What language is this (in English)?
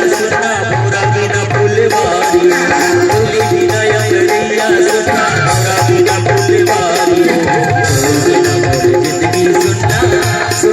Chhattisgarhi